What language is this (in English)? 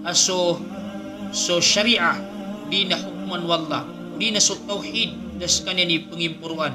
Maranao